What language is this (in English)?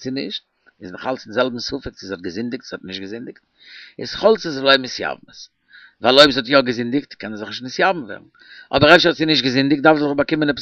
Yiddish